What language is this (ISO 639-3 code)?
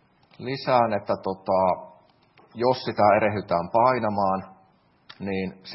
fin